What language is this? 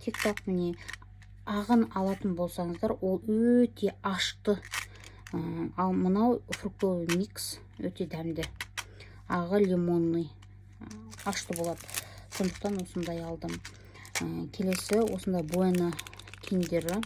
Kazakh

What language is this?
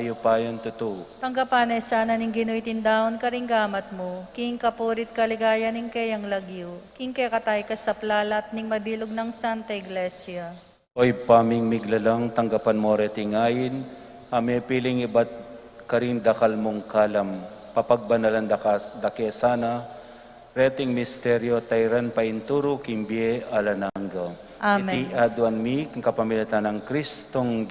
Pampanga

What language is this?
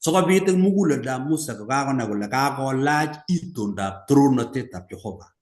Kalenjin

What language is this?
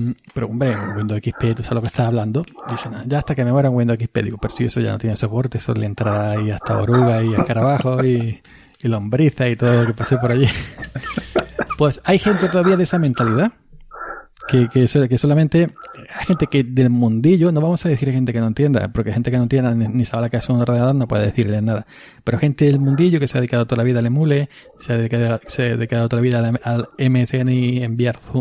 Spanish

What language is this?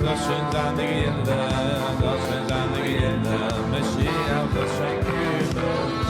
Yiddish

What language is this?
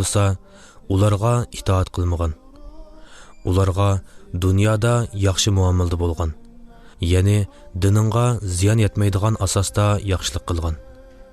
Uyghur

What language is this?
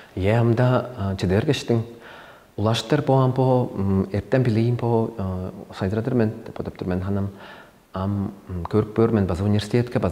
Tuvinian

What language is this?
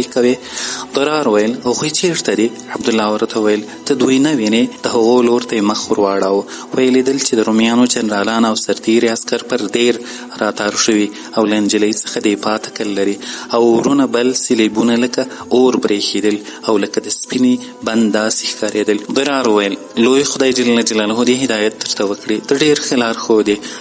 Pashto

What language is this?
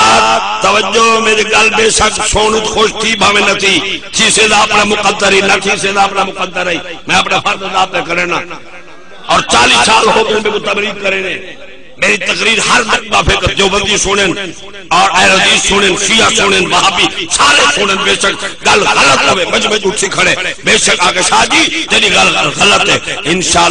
Saraiki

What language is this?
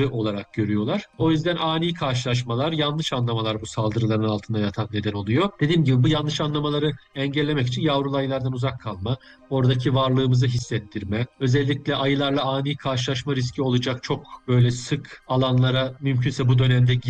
Turkish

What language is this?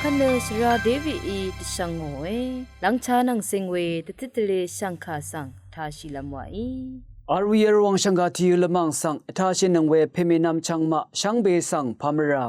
Rawang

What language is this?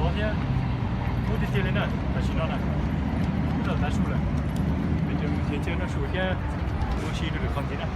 Hmong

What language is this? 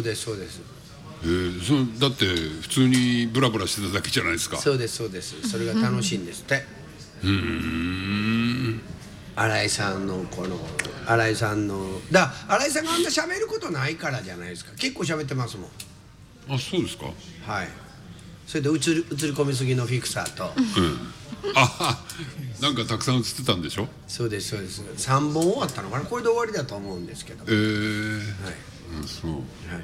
Japanese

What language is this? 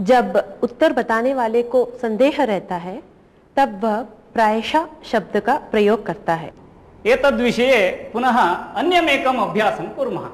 Sanskrit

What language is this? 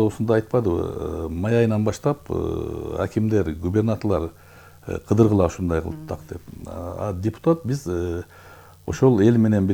Kyrgyz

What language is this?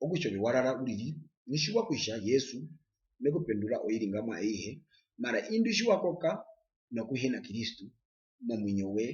Herero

